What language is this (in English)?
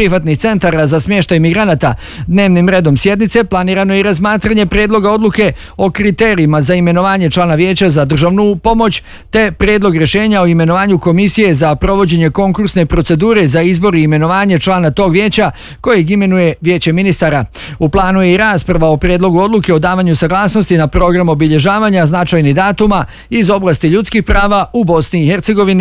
Bosnian